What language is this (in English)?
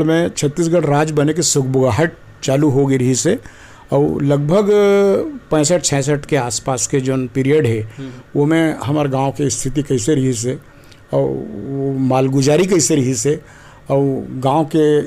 Chhattisgarhi